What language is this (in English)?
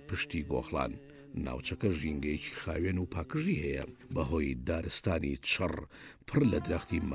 Central Kurdish